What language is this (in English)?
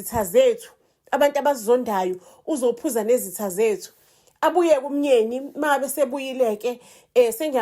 Zulu